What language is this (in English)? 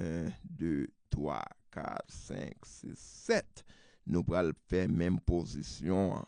Haitian Creole